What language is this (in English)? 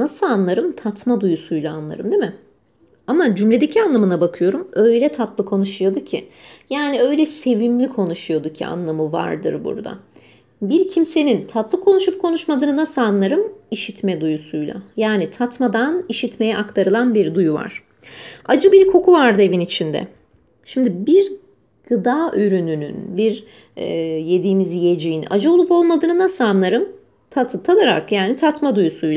Turkish